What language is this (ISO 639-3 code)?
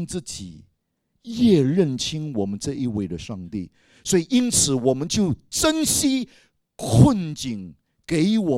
zho